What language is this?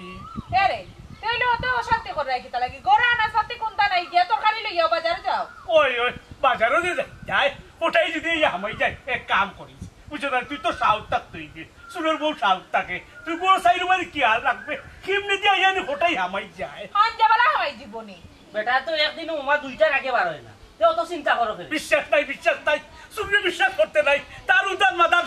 Sylheti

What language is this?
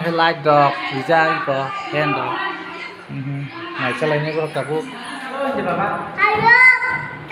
Kok Borok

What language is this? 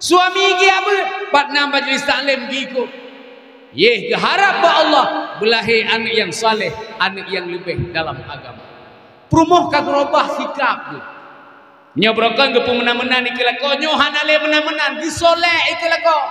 Achinese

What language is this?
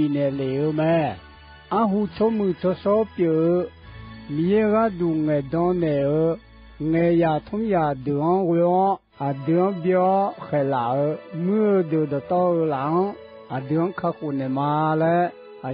Akha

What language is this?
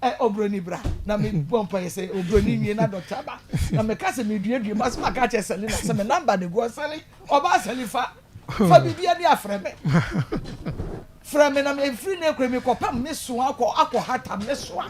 Akan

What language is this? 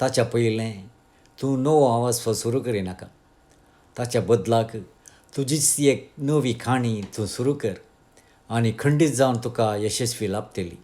Konkani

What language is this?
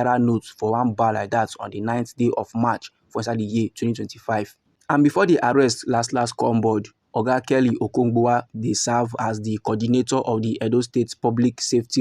Nigerian Pidgin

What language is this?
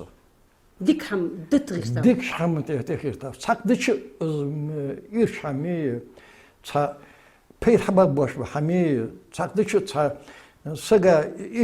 Ingush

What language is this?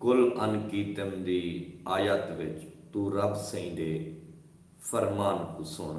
Saraiki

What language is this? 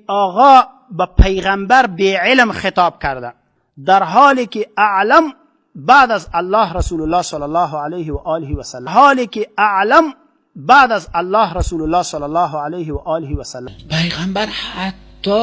Persian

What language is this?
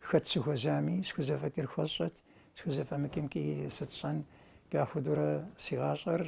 Kabardian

